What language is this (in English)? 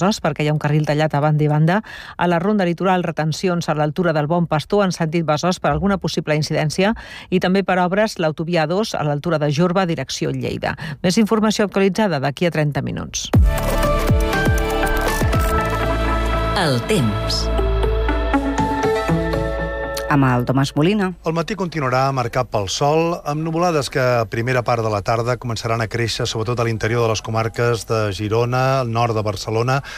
Catalan